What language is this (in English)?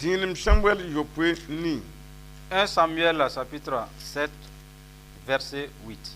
Mossi